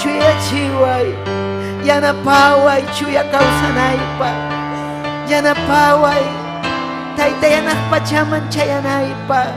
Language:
Ayacucho Quechua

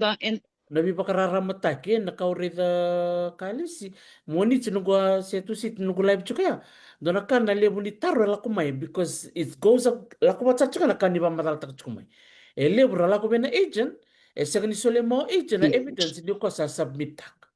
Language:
Fijian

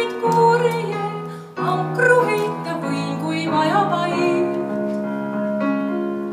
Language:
Estonian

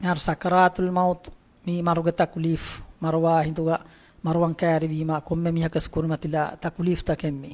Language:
Divehi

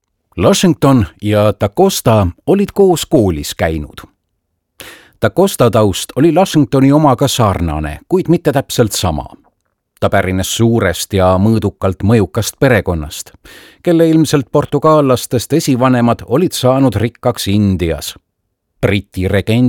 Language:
Estonian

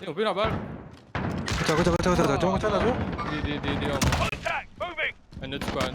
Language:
Morisyen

